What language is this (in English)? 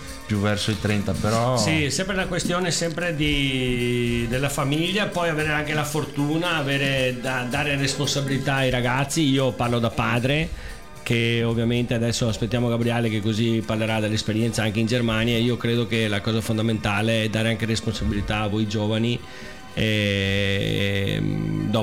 Italian